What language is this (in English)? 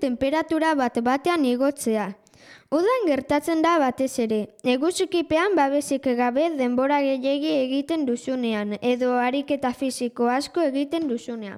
Basque